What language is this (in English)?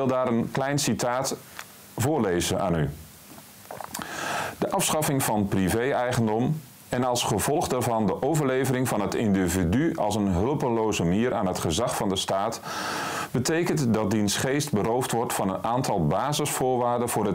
Dutch